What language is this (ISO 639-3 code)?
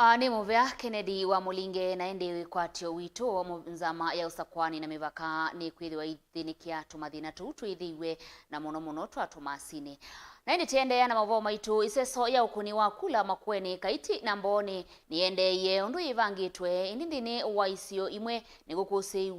kam